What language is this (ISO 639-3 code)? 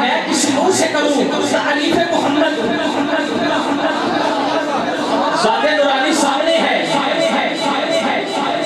urd